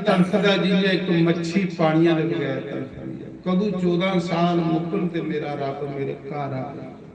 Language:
Dogri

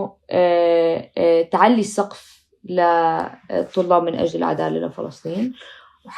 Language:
North Levantine Arabic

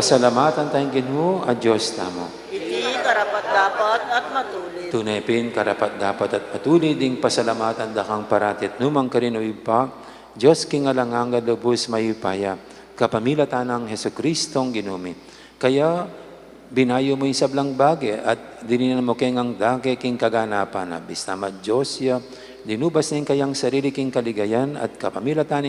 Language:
Pampanga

